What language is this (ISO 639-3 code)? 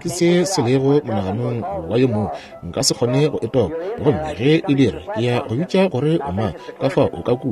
nso